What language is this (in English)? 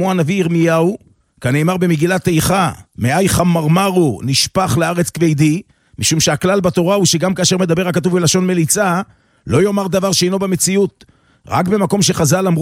Hebrew